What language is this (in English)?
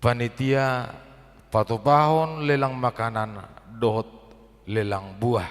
Batak Toba